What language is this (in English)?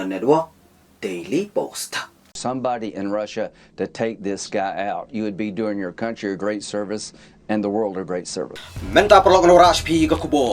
Khasi